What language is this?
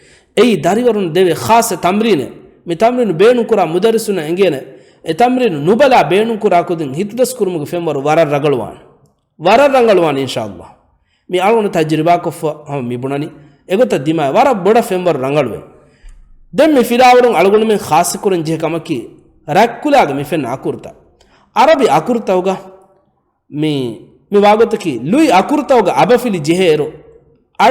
Divehi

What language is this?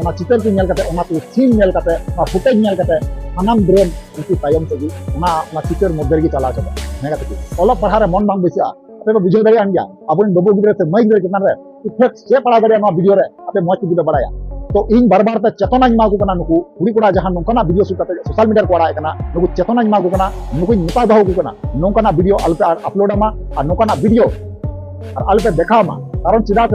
Santali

